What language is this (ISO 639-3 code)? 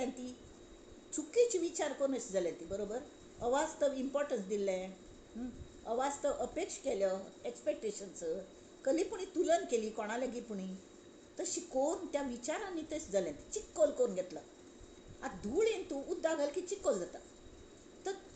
kok